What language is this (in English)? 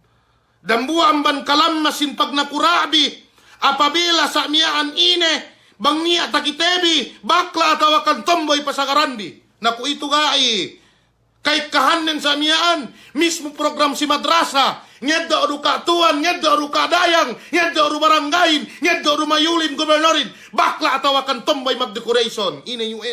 Yakan